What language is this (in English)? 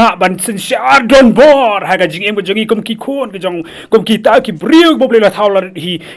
Khasi